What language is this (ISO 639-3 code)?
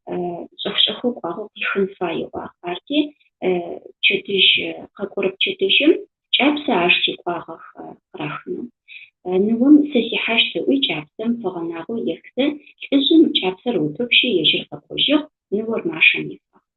ady